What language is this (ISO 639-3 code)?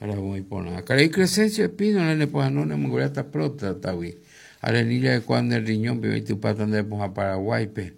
grn